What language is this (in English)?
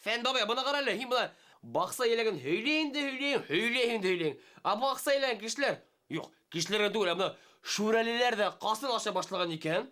Bashkir